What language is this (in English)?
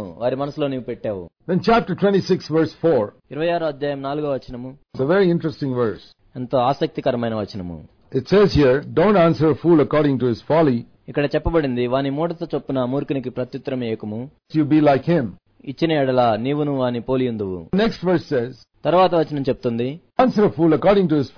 Telugu